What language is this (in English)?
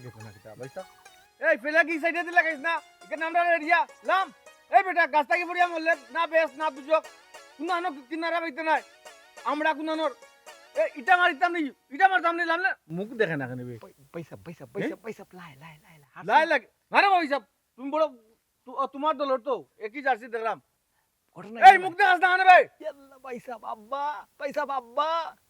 Sylheti